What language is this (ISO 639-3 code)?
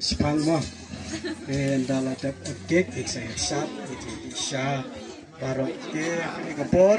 kha